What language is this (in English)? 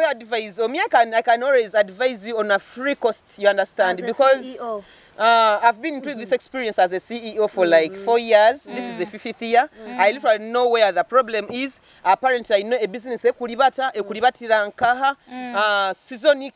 Nyoro